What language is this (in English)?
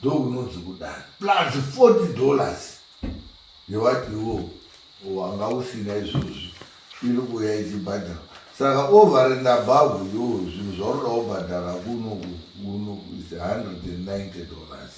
Shona